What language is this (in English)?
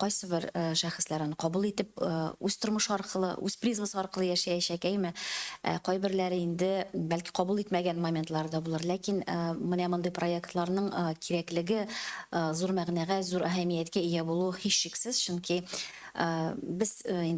Tatar